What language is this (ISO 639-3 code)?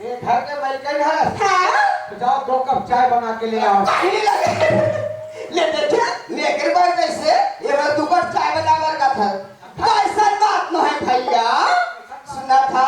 hne